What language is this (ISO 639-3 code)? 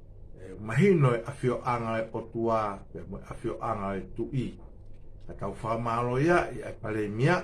ton